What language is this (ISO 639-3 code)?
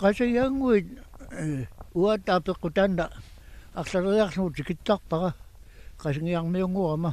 kal